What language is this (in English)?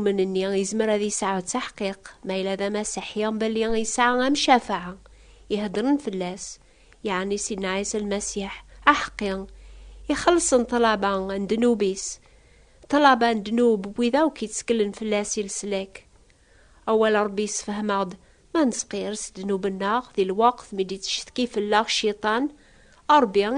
Kabyle